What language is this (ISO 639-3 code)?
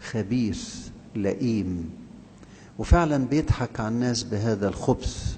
arz